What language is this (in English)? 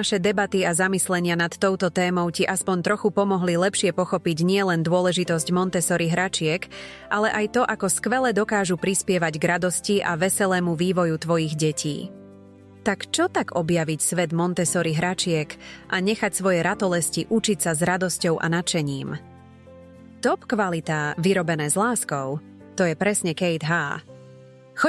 Slovak